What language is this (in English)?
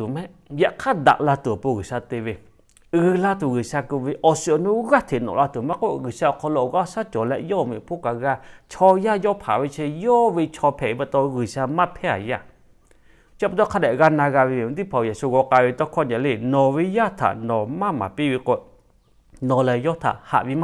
Lahu